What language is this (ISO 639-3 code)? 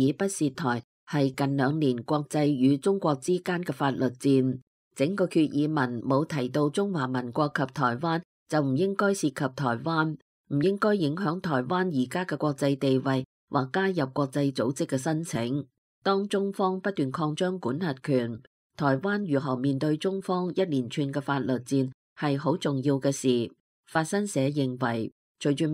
yue